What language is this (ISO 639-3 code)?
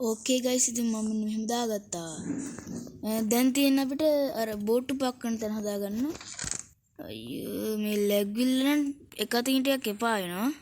sin